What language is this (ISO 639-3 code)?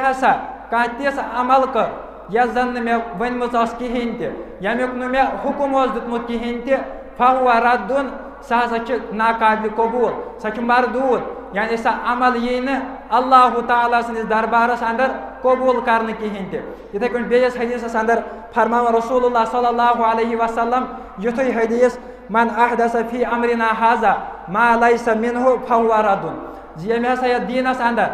kas